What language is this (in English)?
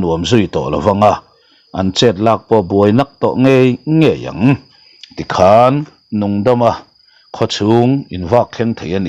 Mizo